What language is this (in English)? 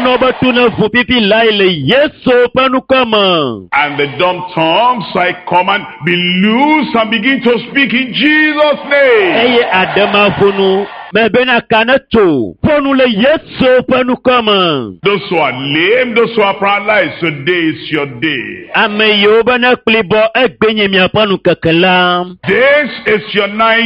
Ewe